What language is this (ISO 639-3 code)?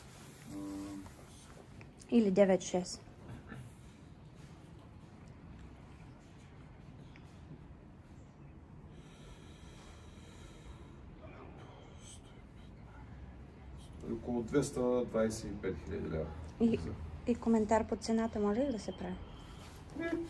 bul